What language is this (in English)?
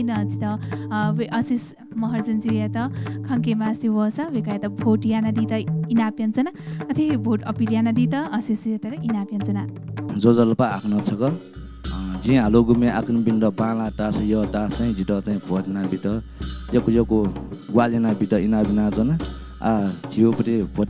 Newari